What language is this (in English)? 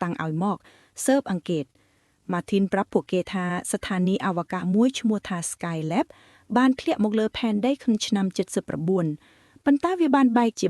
Khmer